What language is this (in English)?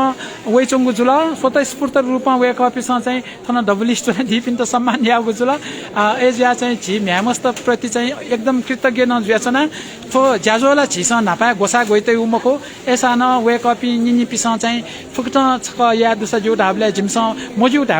Newari